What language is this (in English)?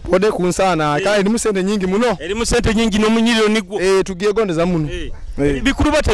Nyoro